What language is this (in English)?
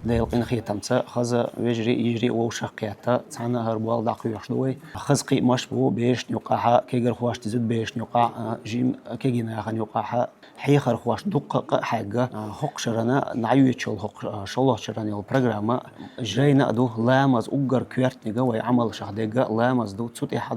Chechen